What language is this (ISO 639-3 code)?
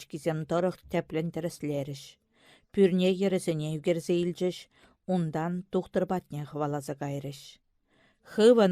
chv